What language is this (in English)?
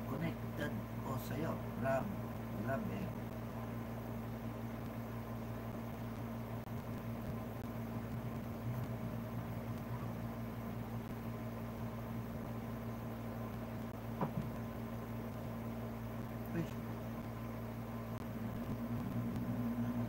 Filipino